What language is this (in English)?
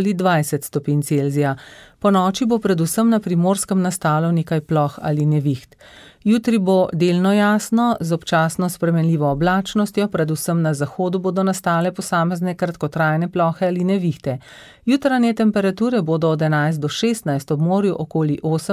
Slovenian